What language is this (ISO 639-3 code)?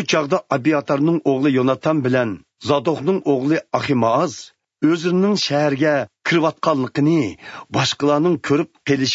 uig